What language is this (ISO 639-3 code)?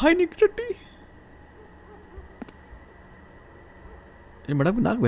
hin